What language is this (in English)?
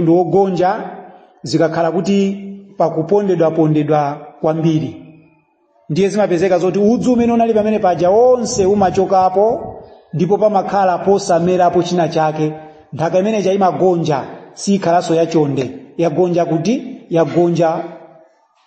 Nyanja